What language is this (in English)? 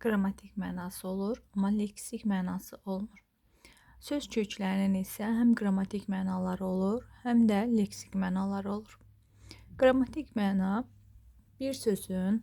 Azerbaijani